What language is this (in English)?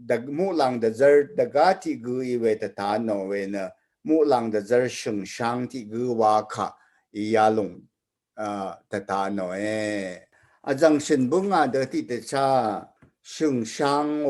Rawang